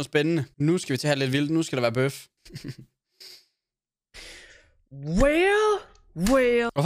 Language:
Danish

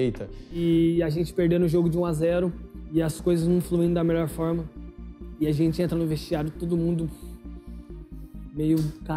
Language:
Portuguese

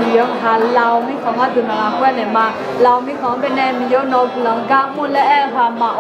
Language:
Akha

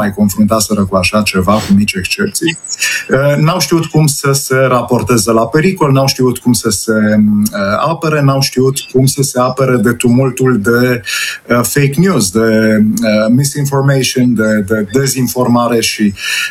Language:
Romanian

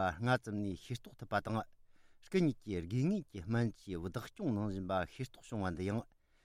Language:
Tibetan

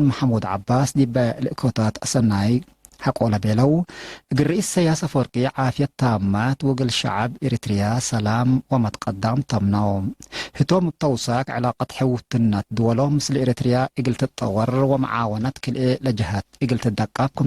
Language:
Tigre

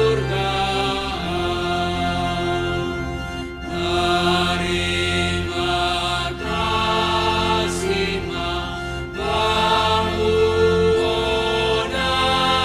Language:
Batak Simalungun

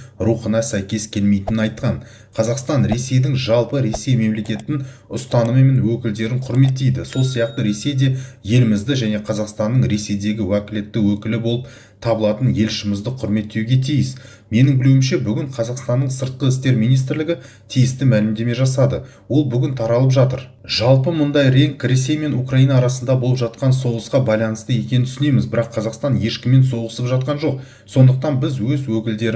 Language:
Kazakh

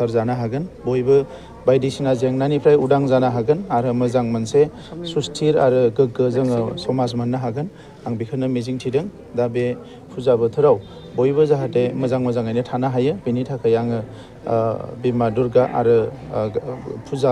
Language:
Bodo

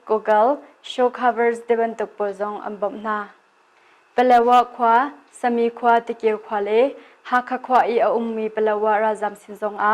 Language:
Hakha Chin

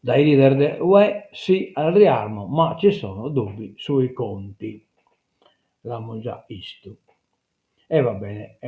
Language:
Sardinian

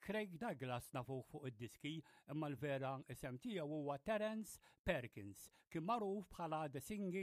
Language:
Maltese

